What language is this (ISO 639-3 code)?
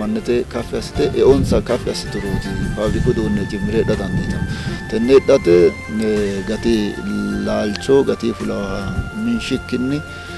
sid